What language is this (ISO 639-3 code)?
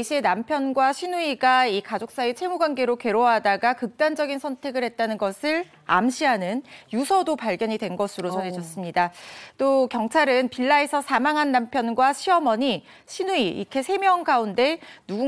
kor